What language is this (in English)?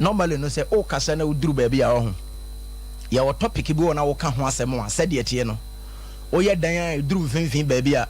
Akan